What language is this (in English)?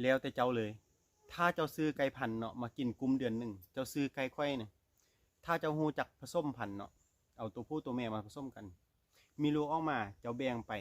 Lao